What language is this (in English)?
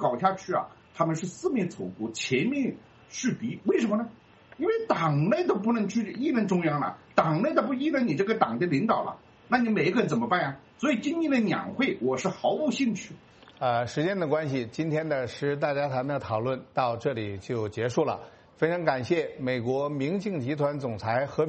Chinese